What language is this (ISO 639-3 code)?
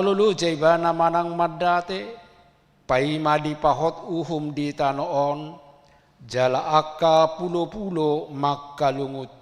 bbc